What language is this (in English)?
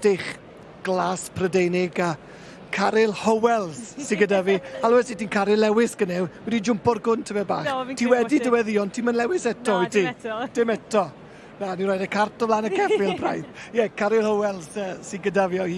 Welsh